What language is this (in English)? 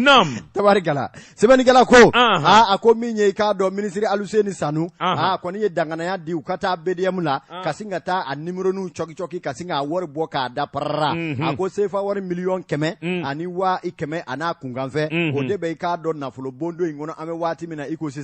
Bambara